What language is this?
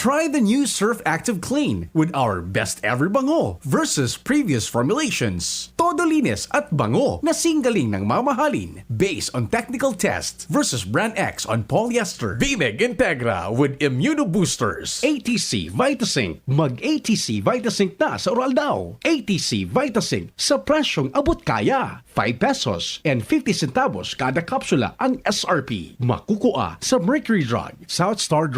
Bikol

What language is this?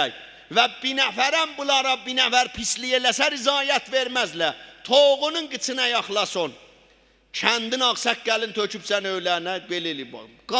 South Azerbaijani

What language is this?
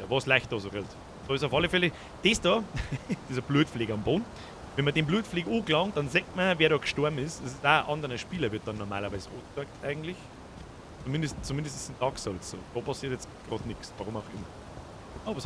Bavarian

